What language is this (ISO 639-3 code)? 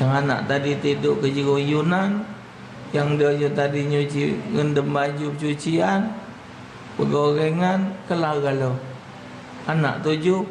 mui